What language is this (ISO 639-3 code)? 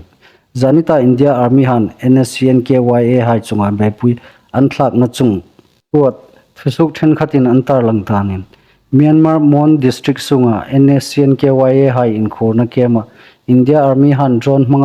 hmr